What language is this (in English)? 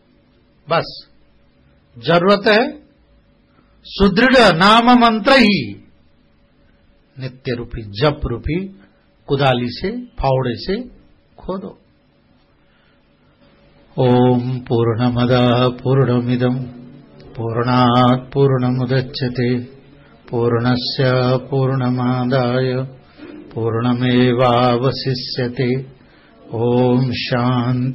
Hindi